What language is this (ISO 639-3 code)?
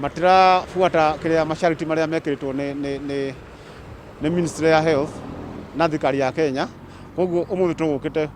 kik